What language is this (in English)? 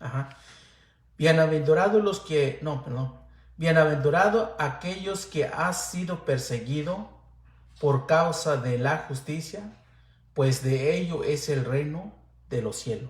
Mixtepec Mixtec